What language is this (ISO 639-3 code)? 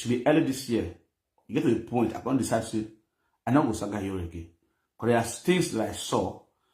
pcm